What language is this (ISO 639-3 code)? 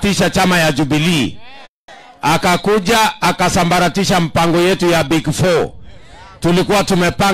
swa